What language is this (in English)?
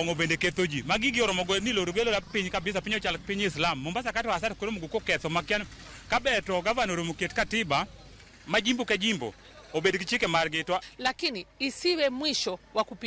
Luo (Kenya and Tanzania)